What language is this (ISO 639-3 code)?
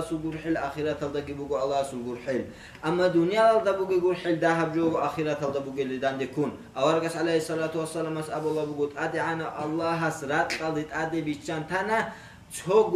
ava